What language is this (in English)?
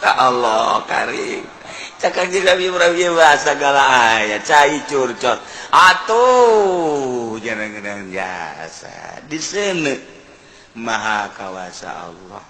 Sundanese